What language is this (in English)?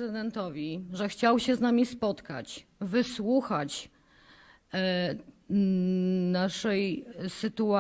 Polish